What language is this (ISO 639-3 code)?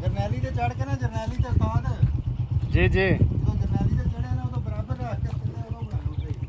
skr